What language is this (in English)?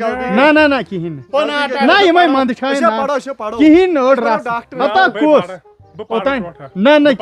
Kashmiri